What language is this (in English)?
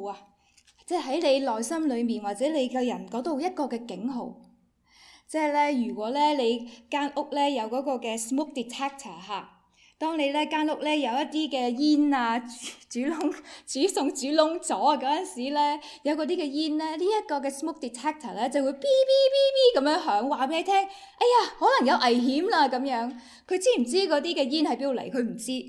Cantonese